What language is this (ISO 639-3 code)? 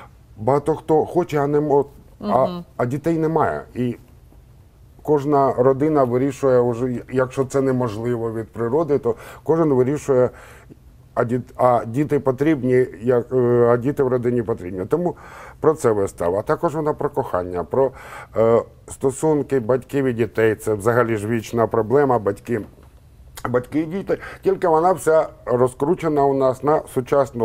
ukr